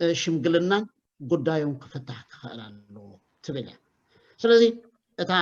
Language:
Tigrinya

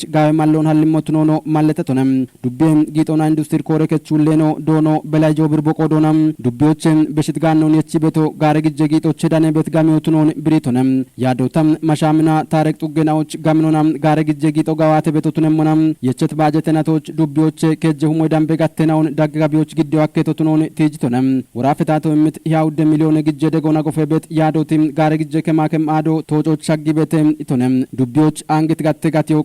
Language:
Kafa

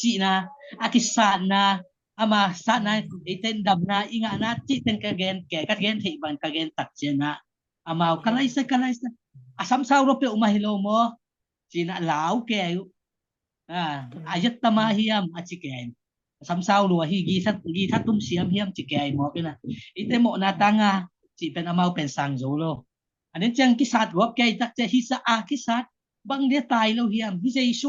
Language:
Tedim Chin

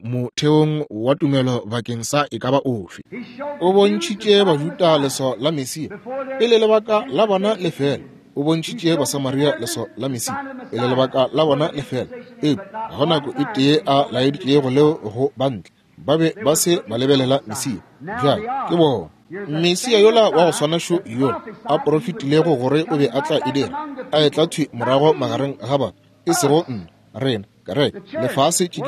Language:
Northern Sotho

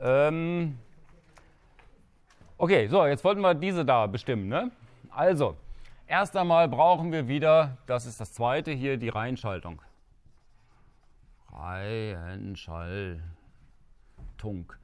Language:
German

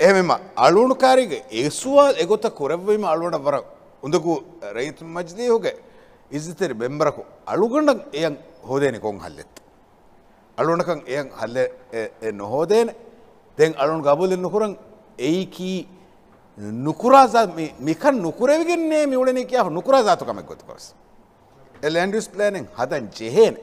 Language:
Divehi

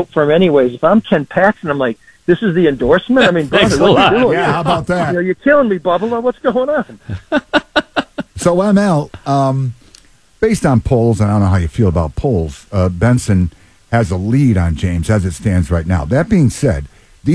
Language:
English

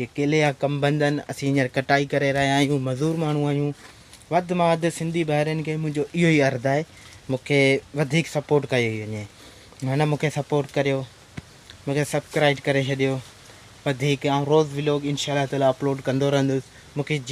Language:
Sindhi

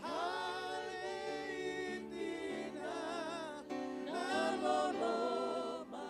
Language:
Fijian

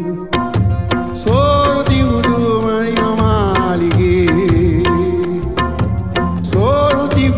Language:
Kannada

